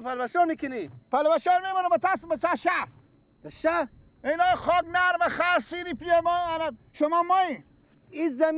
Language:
Persian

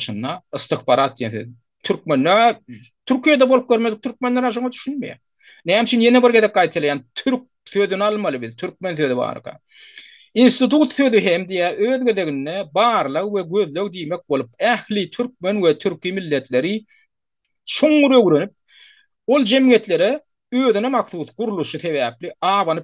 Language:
Turkmen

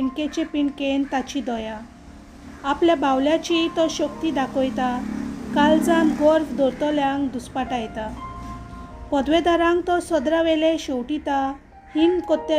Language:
Konkani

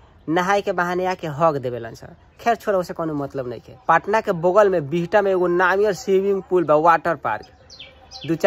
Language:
Bhojpuri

